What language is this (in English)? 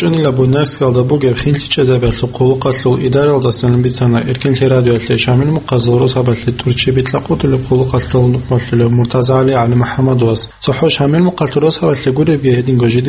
Avaric